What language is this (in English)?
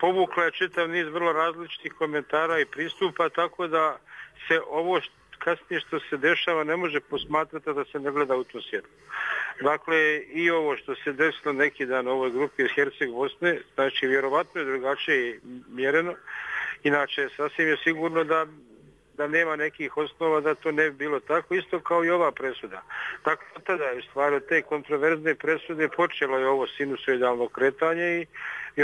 Bosnian